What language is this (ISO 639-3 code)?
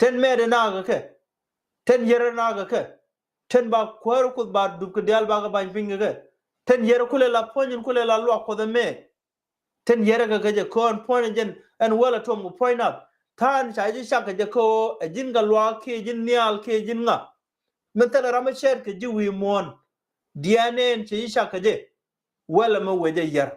nus